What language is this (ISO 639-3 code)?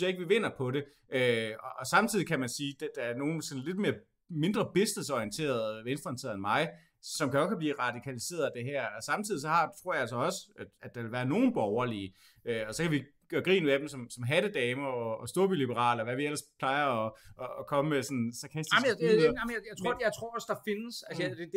dan